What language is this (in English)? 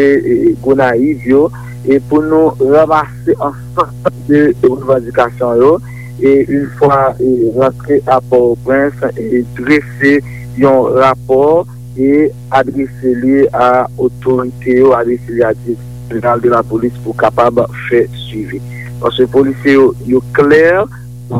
Haitian Creole